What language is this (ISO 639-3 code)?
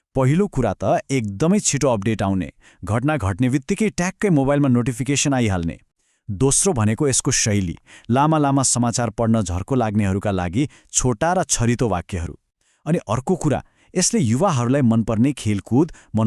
nep